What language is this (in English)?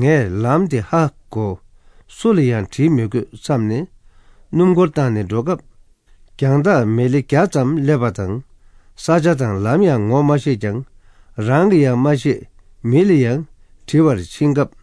Tibetan